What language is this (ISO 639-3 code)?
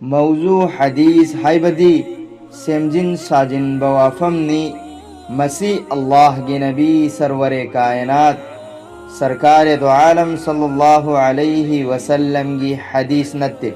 mni